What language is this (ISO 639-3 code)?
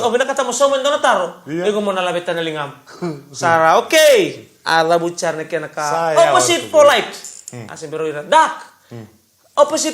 fij